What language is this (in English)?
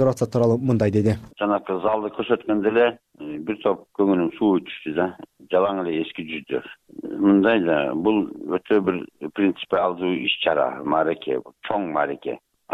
Kyrgyz